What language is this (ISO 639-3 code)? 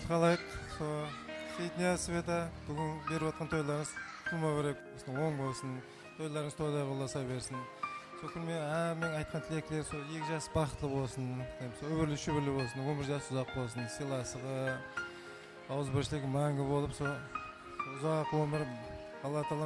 kaa